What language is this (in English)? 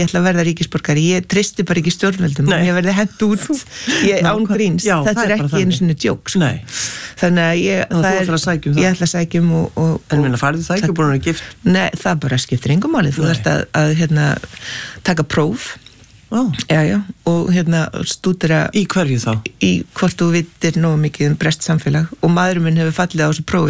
Icelandic